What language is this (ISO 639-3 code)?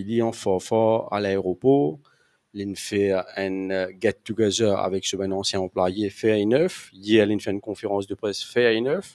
mfe